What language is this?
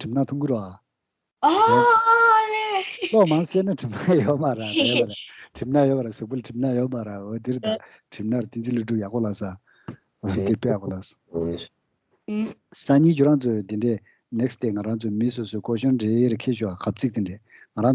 Tibetan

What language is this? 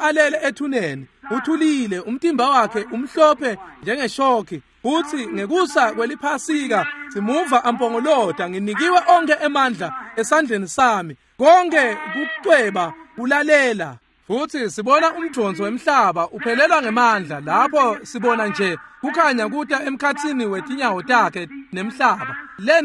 Swati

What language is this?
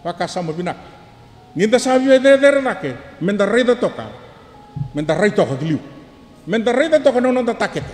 Fijian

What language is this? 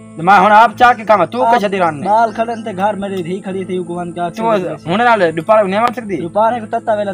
Saraiki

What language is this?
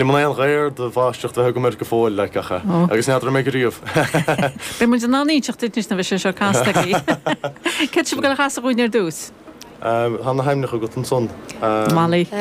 Irish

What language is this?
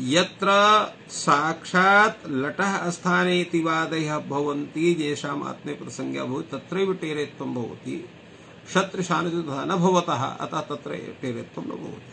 Sanskrit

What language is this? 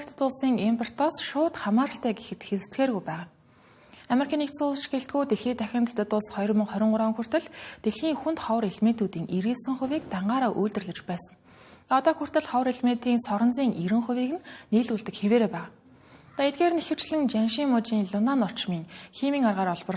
Mongolian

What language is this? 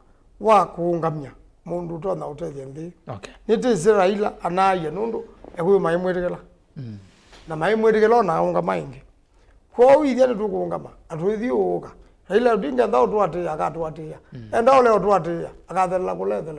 Kamba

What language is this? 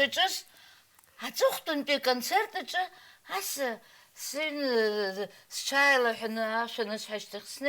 Abkhazian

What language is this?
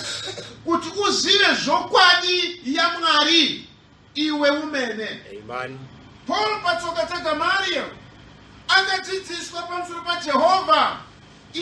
Shona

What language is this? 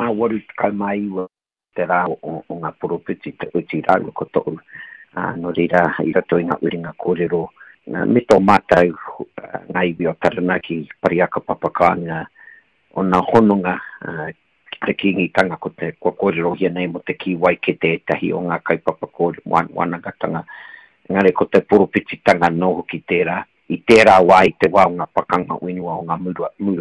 Māori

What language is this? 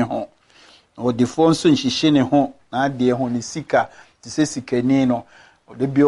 Akan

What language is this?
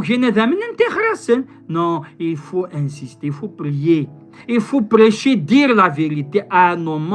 Kabyle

